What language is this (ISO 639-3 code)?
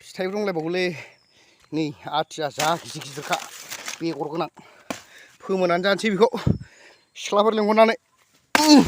brx